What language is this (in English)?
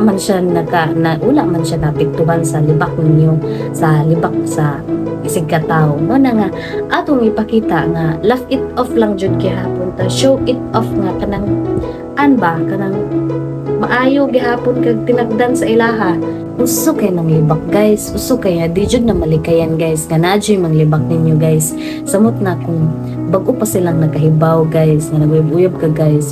Cebuano